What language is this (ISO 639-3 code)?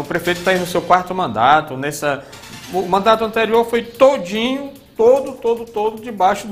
por